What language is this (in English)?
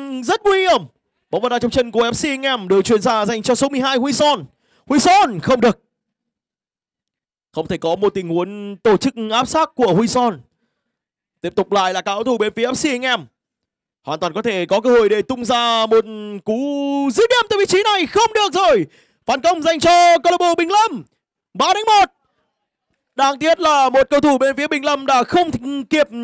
Vietnamese